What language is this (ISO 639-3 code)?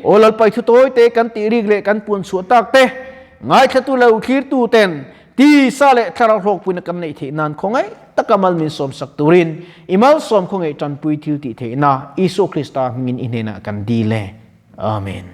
lus